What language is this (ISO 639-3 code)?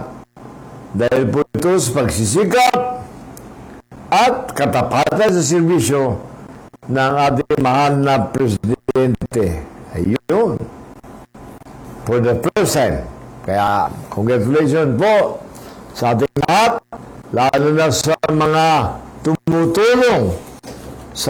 fil